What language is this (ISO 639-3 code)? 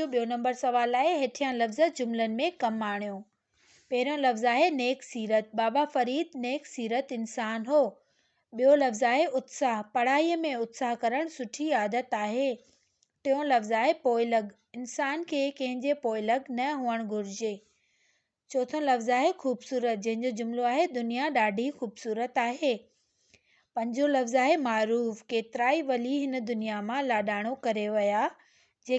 snd